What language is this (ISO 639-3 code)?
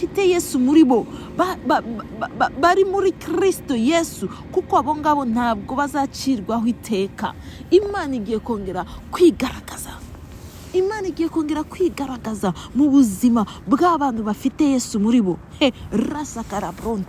kin